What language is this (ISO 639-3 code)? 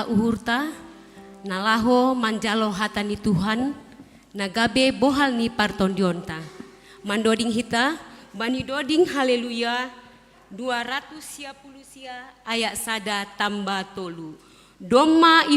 bts